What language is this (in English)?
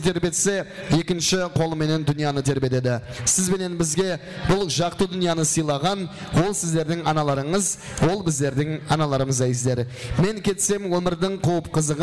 Kara-Kalpak